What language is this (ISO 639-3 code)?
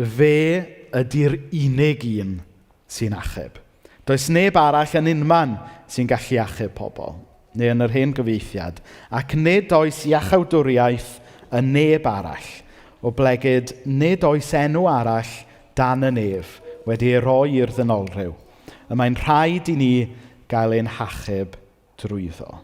cym